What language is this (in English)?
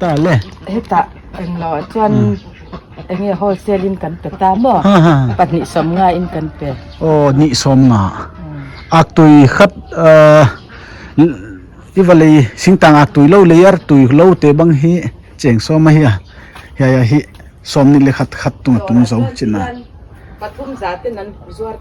Paite Chin